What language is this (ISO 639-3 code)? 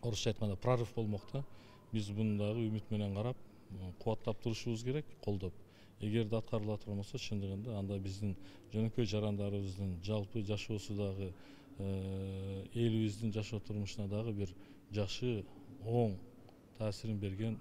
kir